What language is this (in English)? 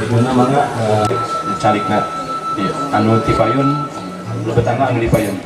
Sundanese